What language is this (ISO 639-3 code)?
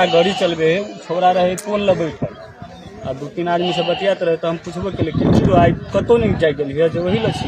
mai